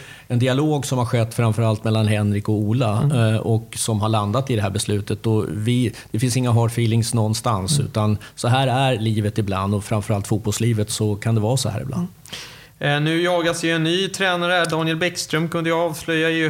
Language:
Swedish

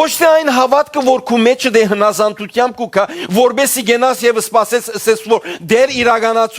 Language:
Western Armenian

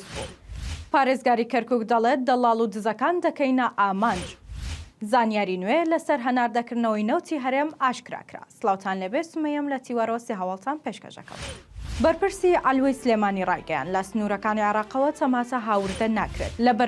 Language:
Central Kurdish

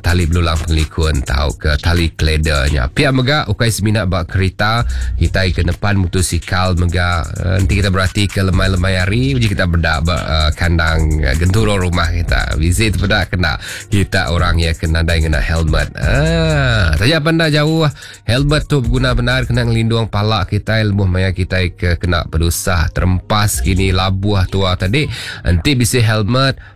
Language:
Iban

